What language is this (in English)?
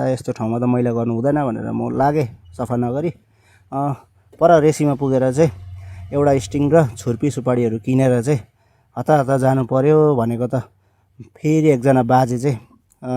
Nepali